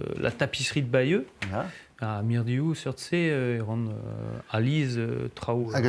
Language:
Breton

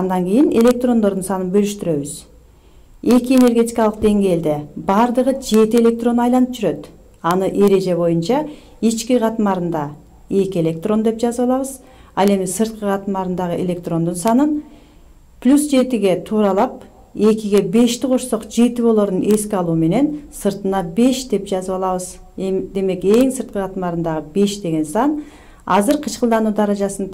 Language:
Kyrgyz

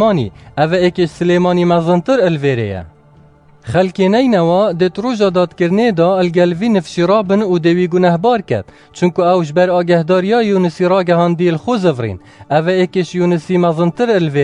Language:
Kurdish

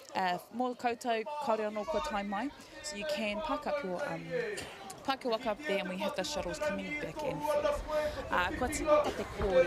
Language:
Māori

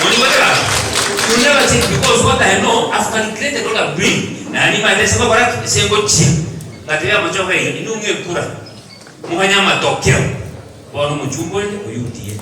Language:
Gusii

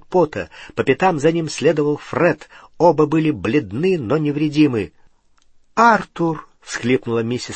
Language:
Russian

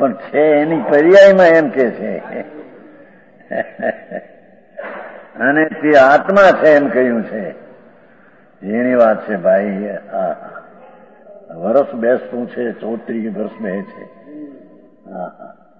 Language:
Gujarati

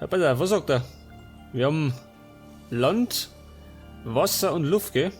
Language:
Bavarian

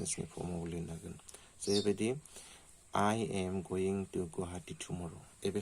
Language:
Bodo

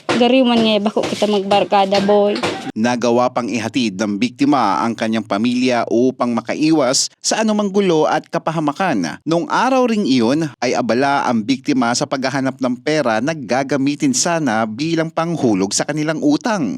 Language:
Bikol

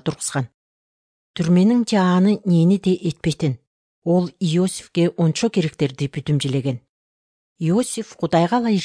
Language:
Kyrgyz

